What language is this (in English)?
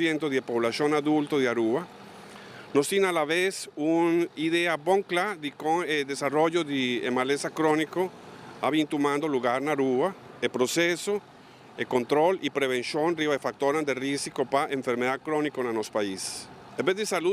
Papiamento